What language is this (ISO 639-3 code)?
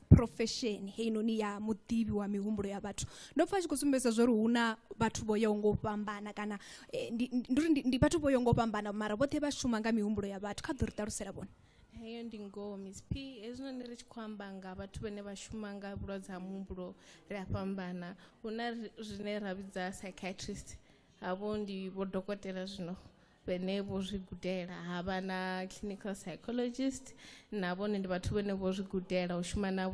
ven